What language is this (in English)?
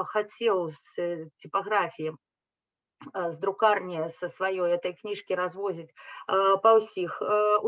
Belarusian